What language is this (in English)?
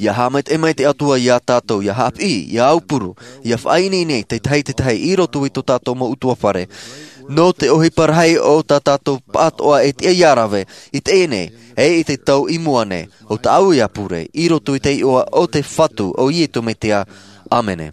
Tahitian